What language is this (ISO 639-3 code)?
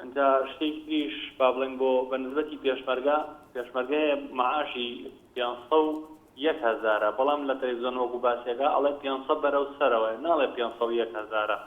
ckb